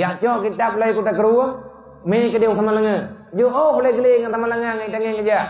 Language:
Achinese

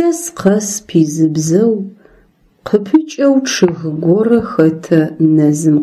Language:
Adyghe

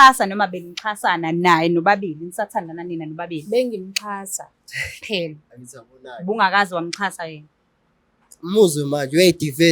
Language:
Zulu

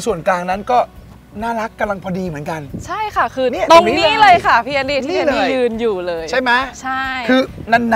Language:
Thai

